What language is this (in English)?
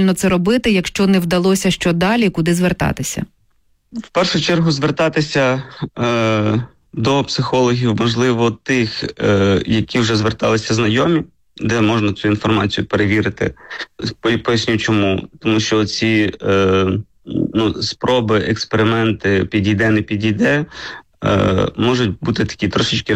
Ukrainian